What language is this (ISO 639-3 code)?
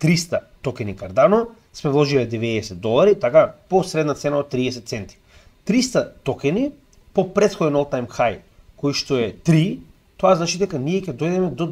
mkd